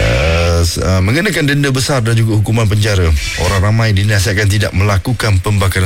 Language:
Malay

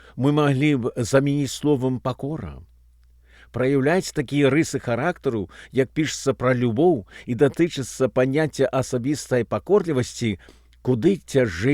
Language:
Belarusian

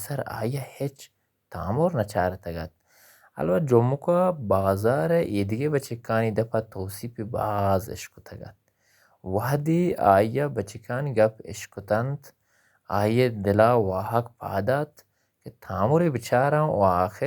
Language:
Baluchi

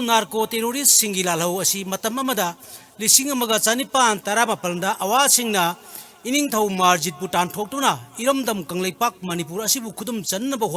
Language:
Manipuri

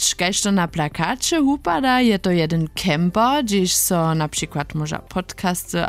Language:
Upper Sorbian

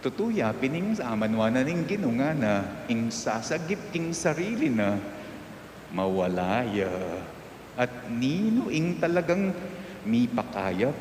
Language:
Pampanga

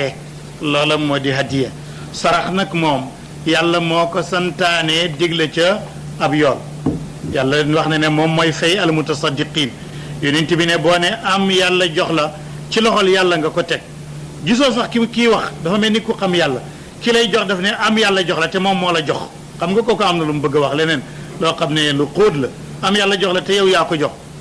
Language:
Wolof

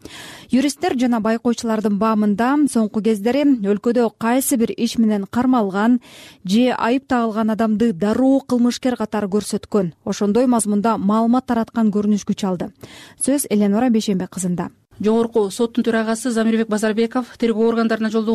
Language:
Kyrgyz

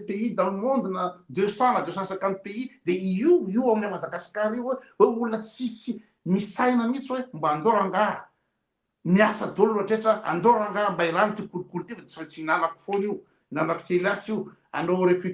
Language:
Malagasy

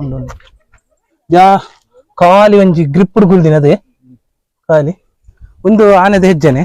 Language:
Tulu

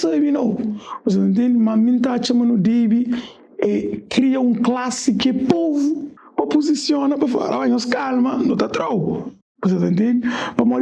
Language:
Kabuverdianu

